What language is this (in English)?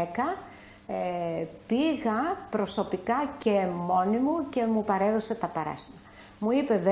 Greek